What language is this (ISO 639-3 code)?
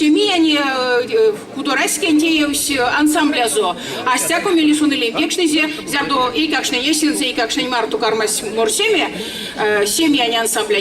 myv